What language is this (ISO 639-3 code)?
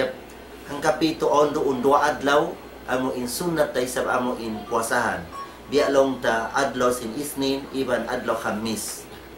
tsg